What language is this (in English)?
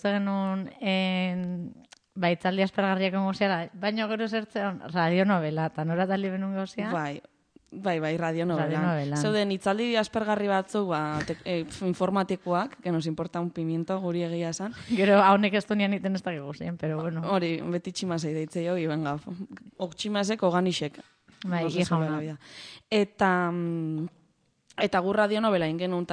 Basque